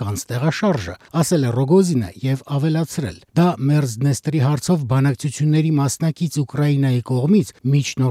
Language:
Armenian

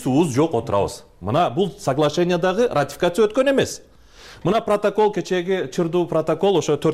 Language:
Kyrgyz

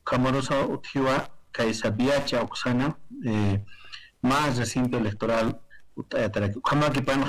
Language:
Aymara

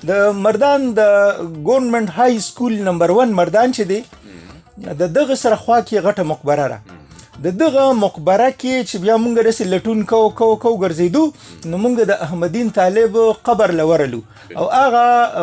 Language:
Pashto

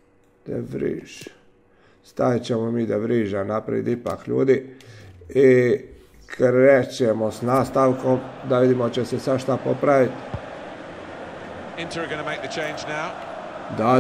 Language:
Croatian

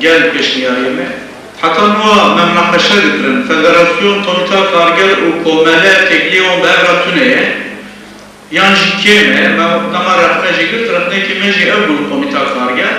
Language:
Kurdish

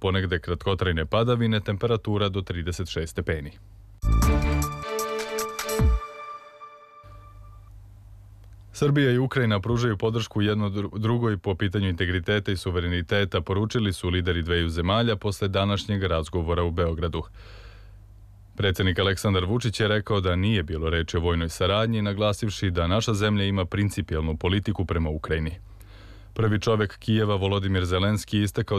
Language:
Serbian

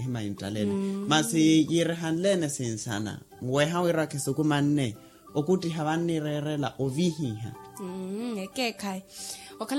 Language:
Makhuwa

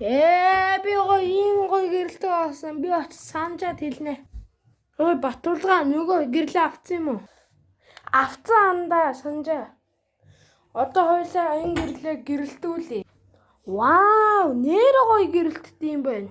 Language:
Mongolian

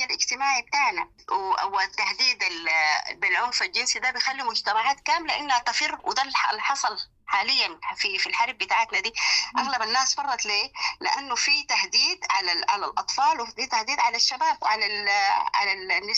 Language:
Sudanese Arabic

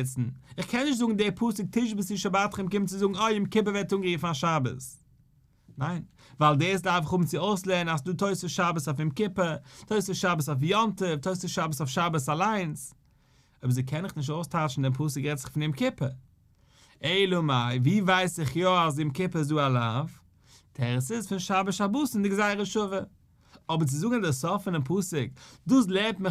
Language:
Yiddish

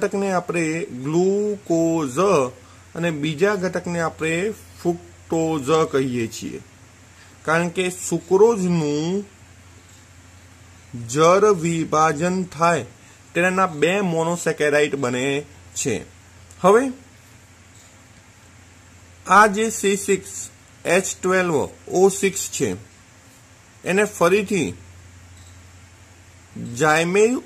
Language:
Gujarati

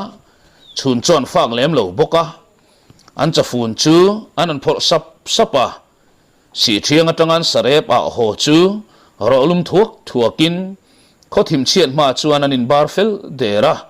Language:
Mizo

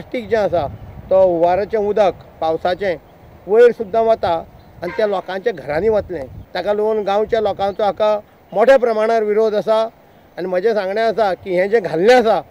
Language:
Konkani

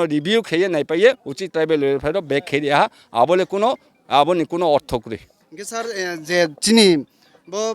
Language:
Riang (India)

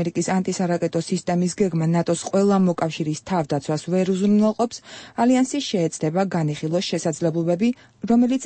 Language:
Georgian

